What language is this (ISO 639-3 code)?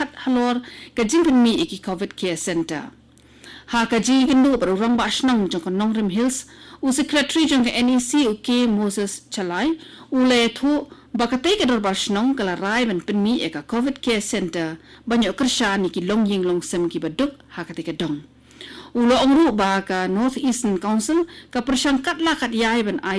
kha